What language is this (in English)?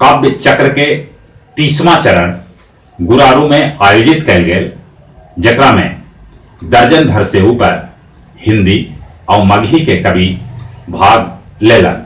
Magahi